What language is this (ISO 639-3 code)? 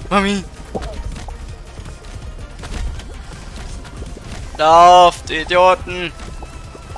deu